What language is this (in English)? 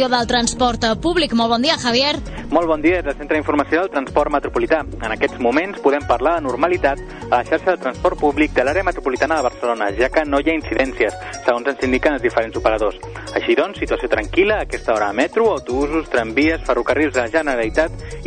Catalan